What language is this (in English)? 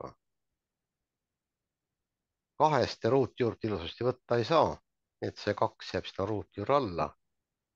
Estonian